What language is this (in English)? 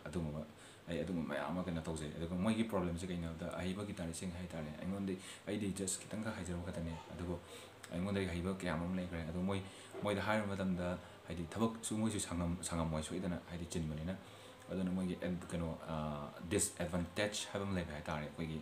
Manipuri